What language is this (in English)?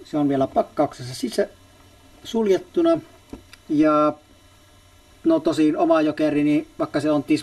Finnish